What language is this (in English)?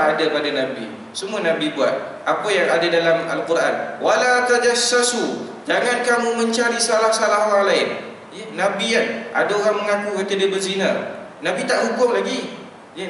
Malay